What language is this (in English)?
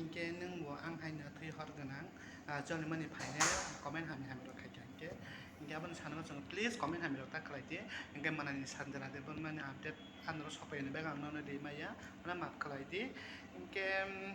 Kok Borok